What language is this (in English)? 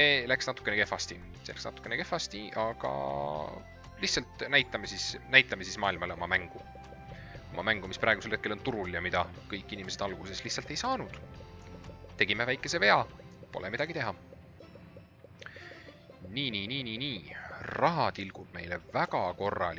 Estonian